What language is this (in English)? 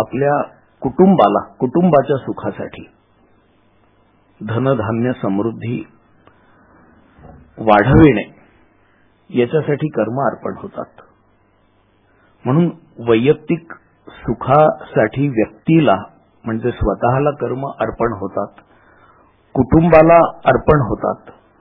Marathi